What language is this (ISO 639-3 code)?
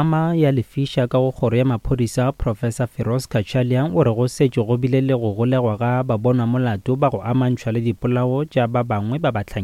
nso